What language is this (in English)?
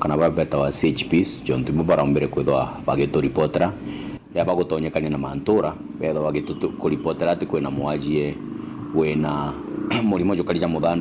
Meru